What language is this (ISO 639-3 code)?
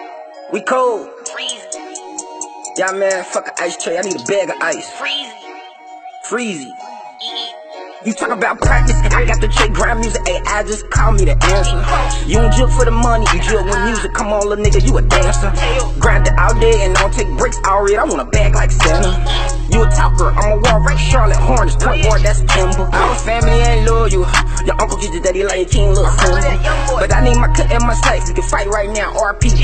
eng